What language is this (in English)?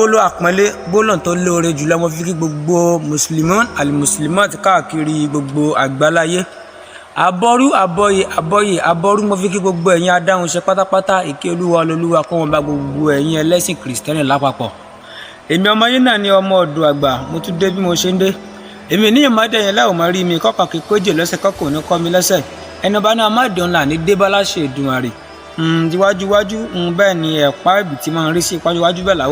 Yoruba